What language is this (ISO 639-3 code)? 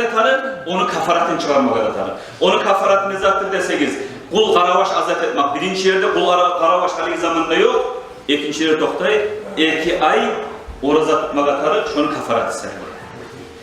kum